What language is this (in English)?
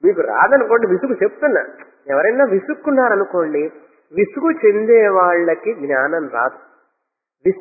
Telugu